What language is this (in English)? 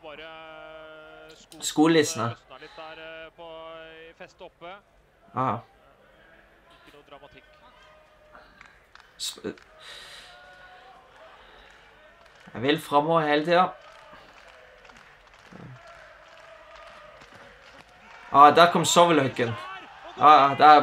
Norwegian